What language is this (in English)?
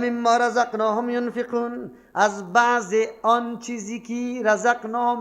Persian